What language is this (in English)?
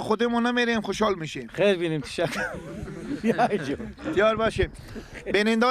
Persian